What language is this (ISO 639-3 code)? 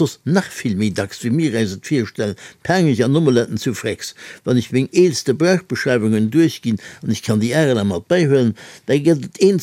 ltz